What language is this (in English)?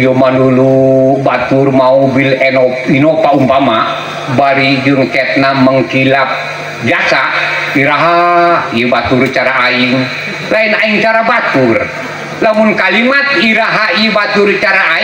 Sundanese